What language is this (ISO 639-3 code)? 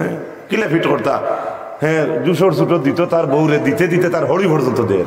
syl